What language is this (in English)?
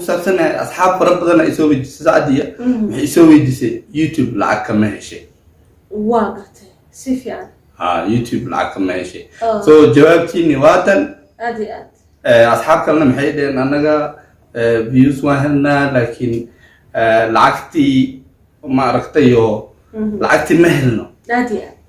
Somali